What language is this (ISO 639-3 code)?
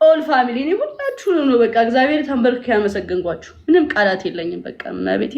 amh